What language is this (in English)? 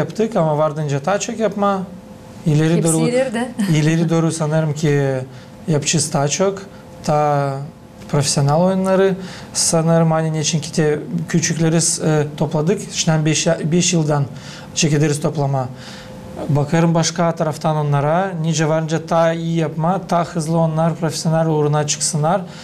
Gagauz